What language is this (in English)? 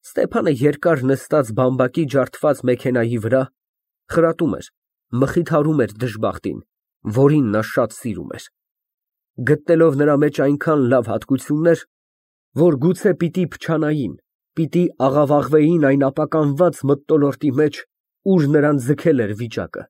Armenian